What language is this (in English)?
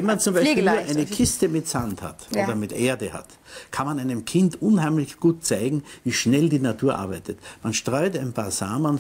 German